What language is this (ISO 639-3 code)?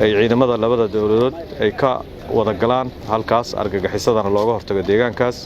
som